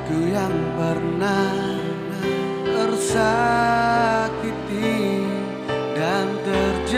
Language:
Indonesian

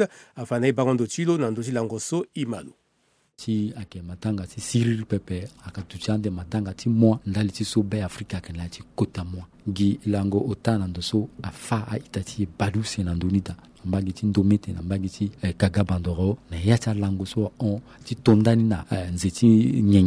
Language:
Sango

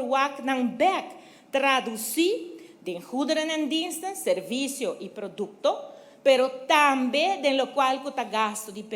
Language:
Papiamento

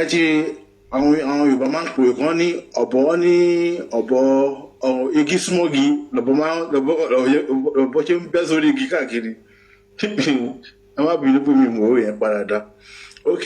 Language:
Yoruba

